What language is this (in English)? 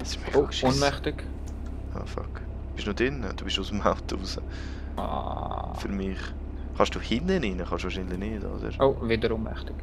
Swiss German